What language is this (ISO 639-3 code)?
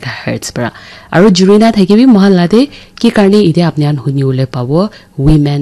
nag